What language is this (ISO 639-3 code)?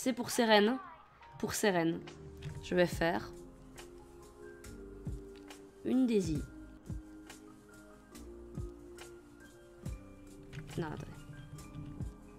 fra